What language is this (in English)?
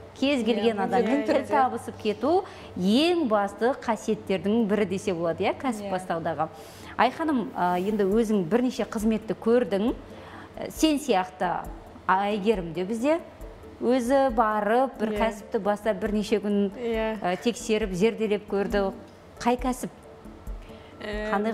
Kazakh